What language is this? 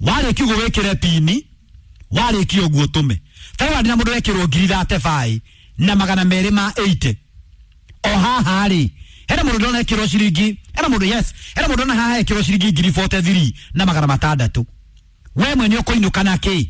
Kikuyu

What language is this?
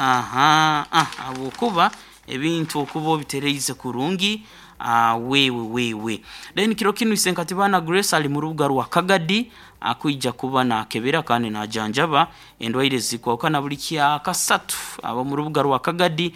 Nyankole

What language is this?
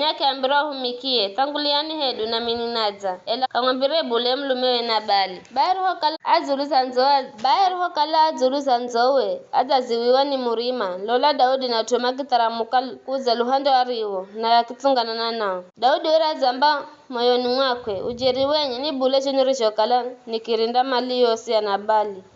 Giryama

